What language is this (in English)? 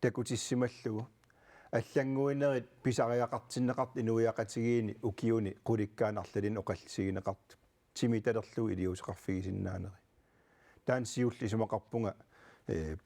Kalaallisut